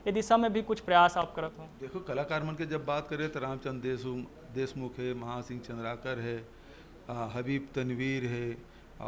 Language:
Chhattisgarhi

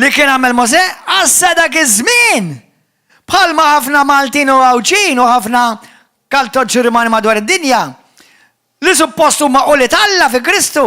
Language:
Maltese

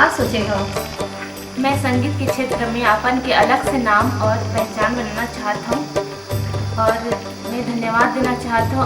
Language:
Chhattisgarhi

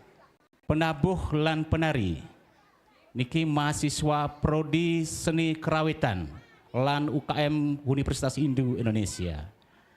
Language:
Balinese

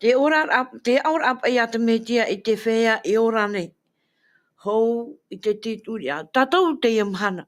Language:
Tahitian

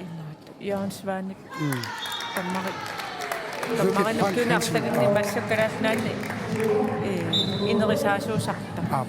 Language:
Kalaallisut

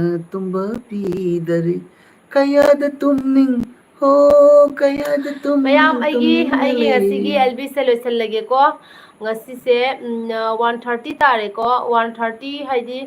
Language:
Manipuri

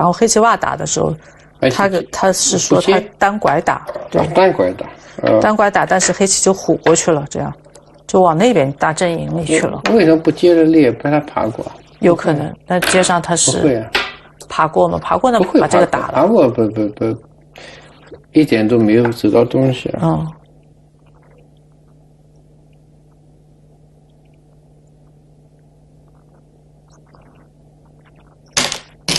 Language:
Chinese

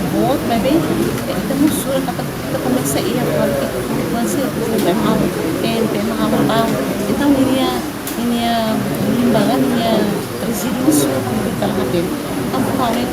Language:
Tetum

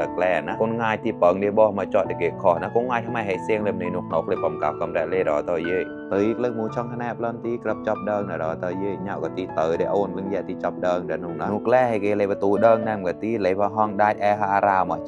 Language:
Mon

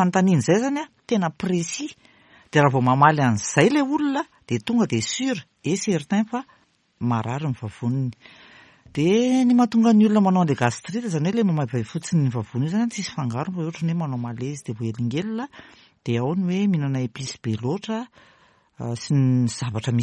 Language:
Malagasy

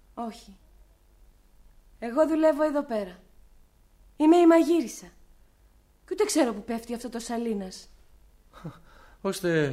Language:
Greek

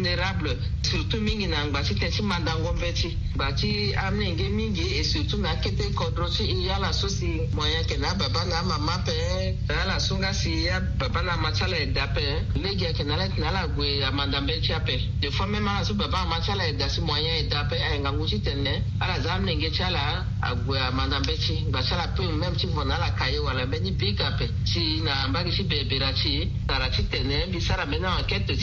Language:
Sango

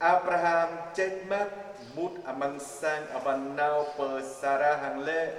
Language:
Jarai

